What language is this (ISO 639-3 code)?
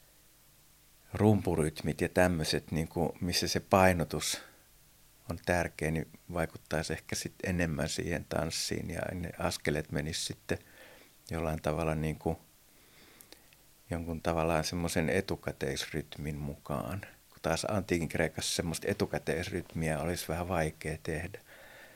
fin